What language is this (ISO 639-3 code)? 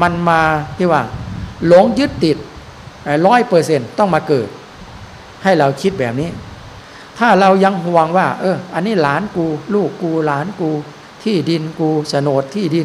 tha